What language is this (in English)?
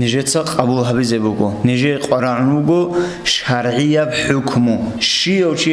Avaric